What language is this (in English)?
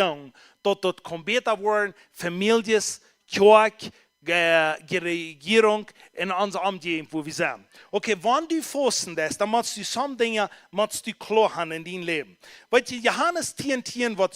Plautdietsch